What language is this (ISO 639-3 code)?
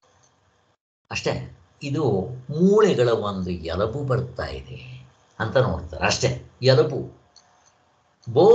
kan